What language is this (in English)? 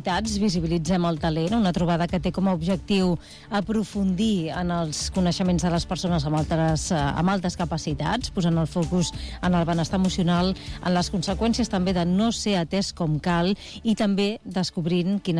Catalan